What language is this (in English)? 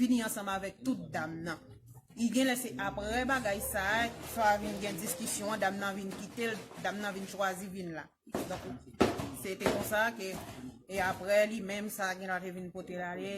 Haitian Creole